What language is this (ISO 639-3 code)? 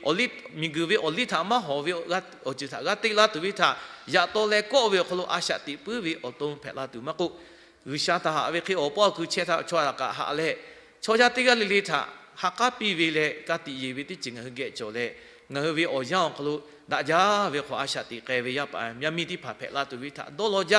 lhu